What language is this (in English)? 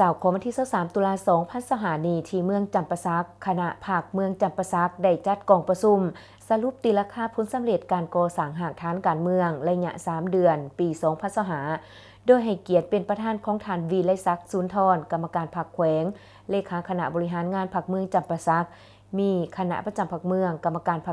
Lao